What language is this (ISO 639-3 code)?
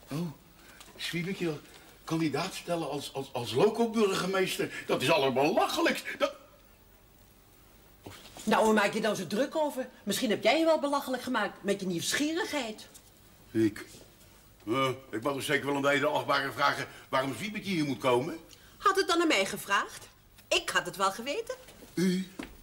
nld